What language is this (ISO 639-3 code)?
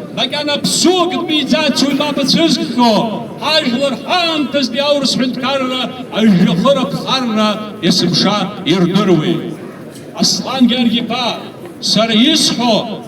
abk